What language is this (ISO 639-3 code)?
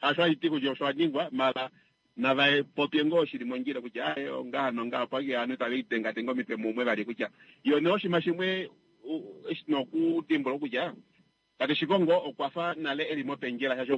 kua